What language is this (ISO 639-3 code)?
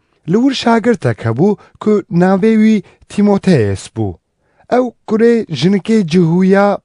kur